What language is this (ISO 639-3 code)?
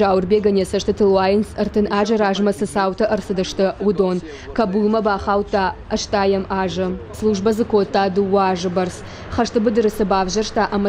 oss